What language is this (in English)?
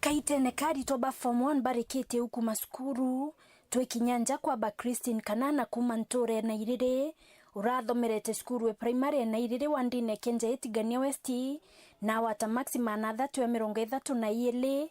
Meru